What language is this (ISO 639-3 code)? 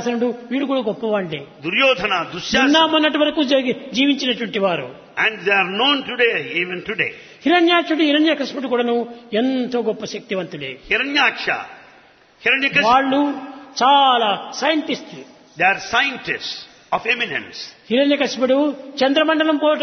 tel